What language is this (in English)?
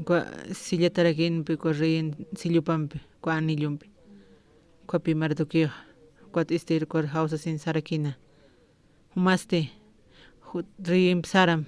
Aymara